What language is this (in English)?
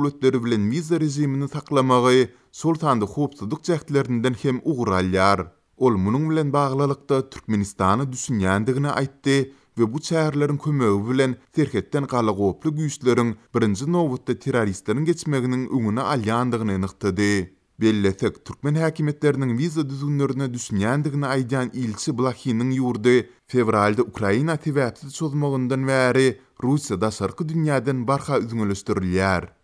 Turkmen